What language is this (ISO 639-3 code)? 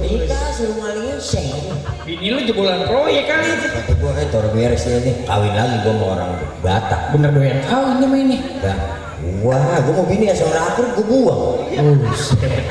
bew